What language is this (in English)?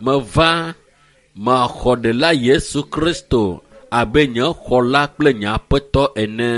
Ewe